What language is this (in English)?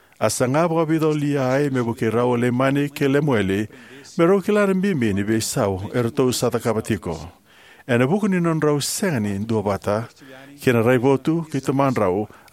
Fijian